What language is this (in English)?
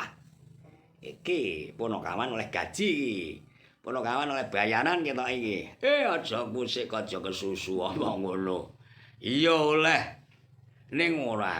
Javanese